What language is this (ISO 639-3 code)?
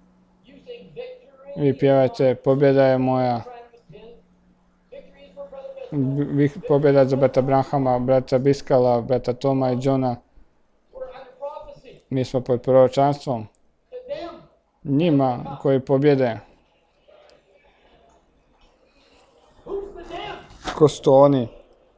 hrv